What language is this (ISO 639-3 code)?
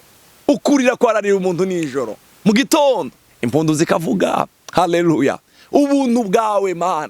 run